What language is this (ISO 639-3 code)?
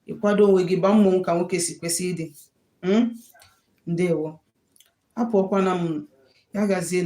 ibo